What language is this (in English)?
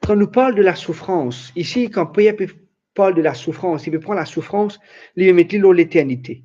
Morisyen